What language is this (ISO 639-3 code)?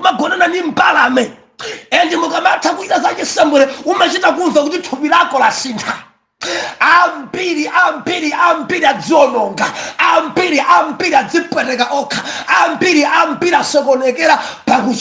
nya